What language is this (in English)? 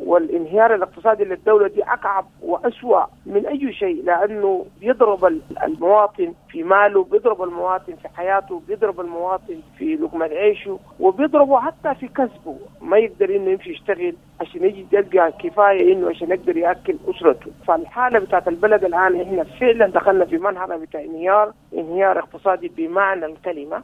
Sudanese Arabic